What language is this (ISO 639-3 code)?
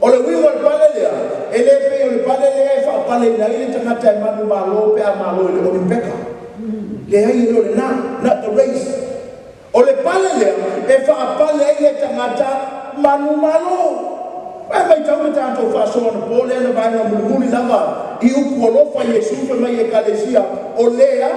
smo